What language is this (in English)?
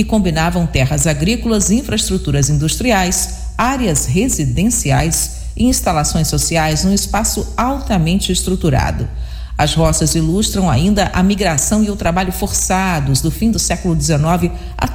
Portuguese